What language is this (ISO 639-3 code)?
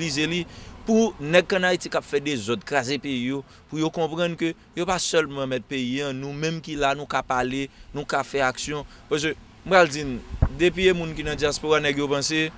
hat